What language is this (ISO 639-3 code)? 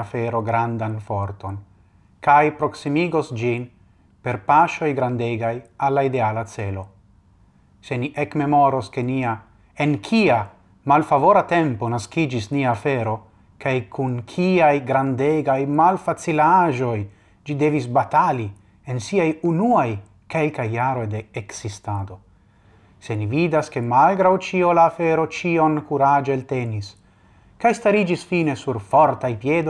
epo